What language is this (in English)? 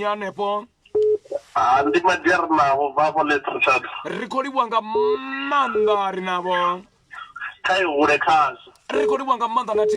Venda